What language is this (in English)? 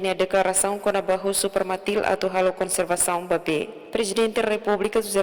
Tetum